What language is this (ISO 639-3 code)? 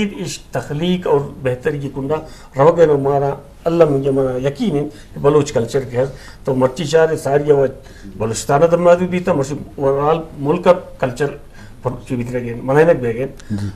bgp